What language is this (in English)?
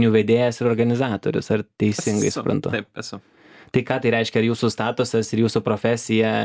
Lithuanian